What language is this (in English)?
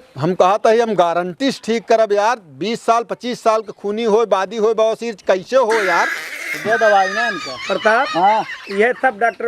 Awadhi